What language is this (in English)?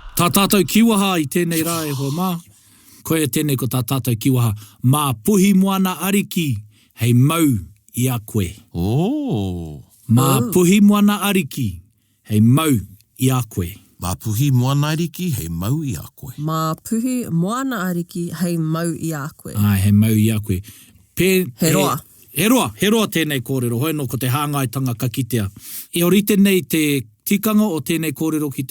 Māori